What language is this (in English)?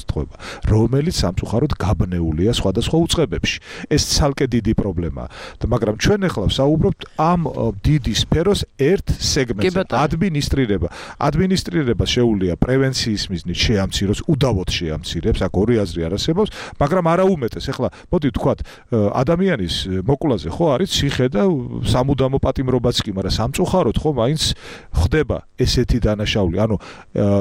Georgian